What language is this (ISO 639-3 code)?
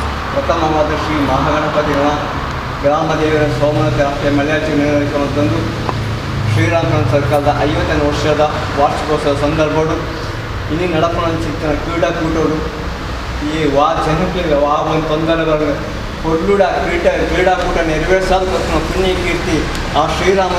tcy